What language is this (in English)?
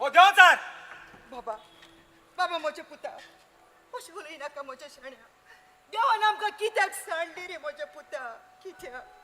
Konkani